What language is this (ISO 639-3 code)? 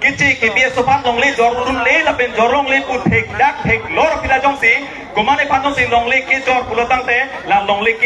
mjw